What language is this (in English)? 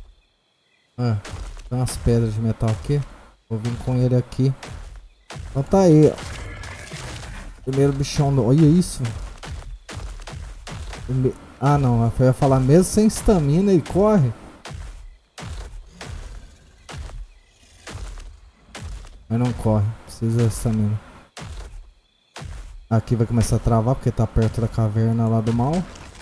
Portuguese